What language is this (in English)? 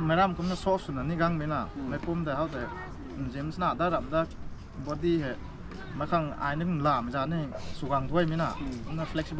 Rongmei Naga